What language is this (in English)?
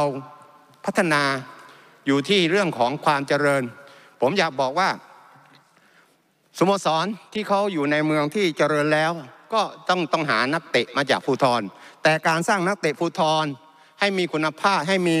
Thai